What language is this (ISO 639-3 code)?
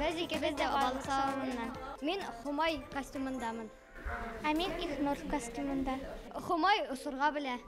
bak